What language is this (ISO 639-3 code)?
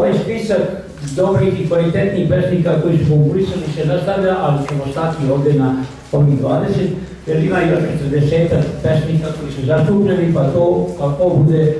srp